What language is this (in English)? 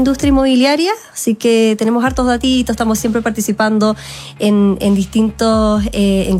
Spanish